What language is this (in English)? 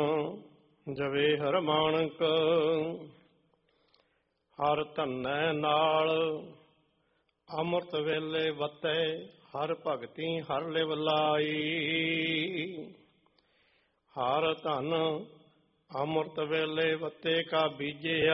Punjabi